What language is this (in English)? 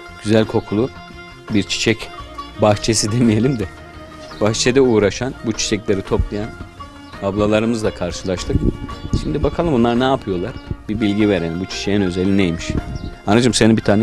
Turkish